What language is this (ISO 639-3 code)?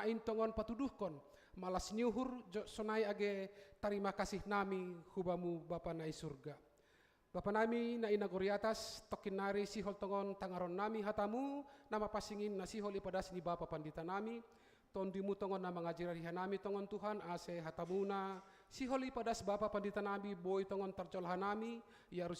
bts